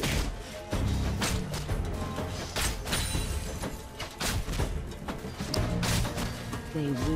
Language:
Thai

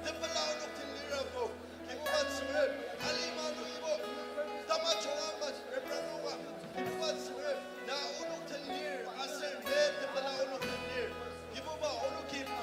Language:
Ao Naga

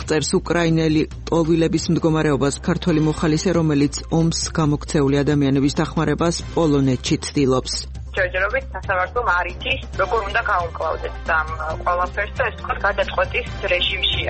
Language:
Georgian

